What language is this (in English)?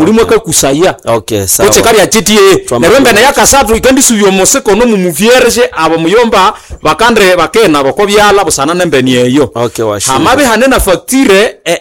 Nande